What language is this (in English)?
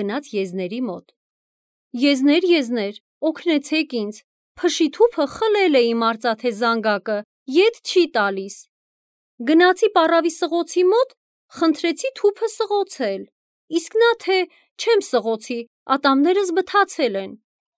Armenian